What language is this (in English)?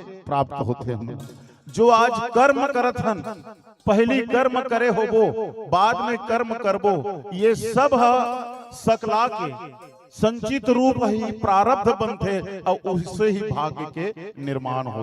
Chhattisgarhi